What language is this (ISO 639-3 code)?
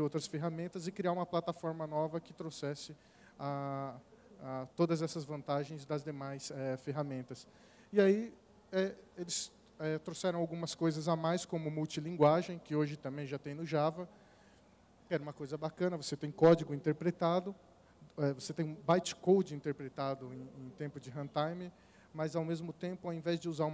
por